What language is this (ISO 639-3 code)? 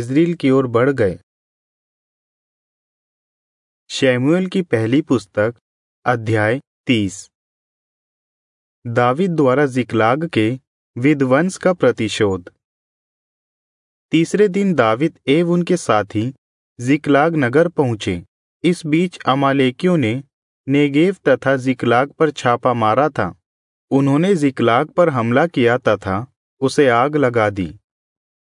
hin